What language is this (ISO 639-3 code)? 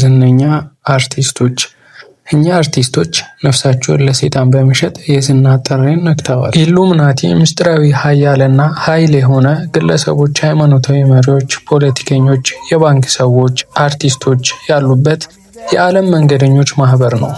amh